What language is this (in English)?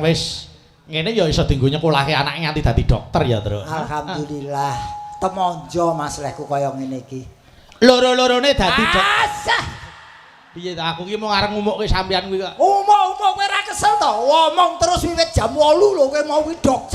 Javanese